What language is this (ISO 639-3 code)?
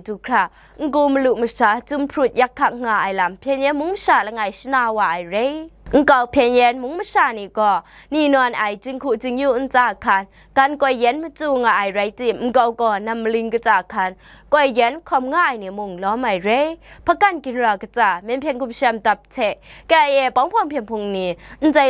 kac